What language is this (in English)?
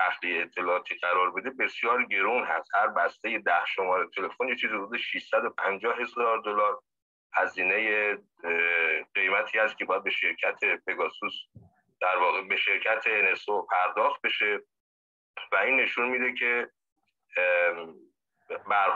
Persian